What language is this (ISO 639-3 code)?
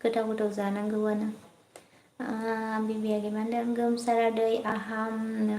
brx